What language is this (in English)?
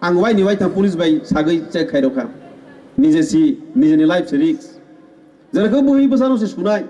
Kok Borok